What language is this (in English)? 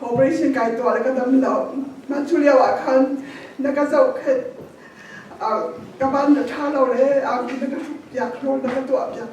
Hakha Chin